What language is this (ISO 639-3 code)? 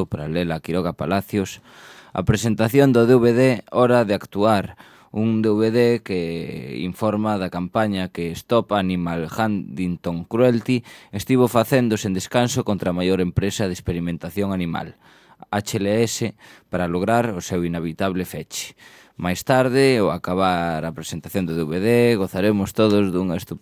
glg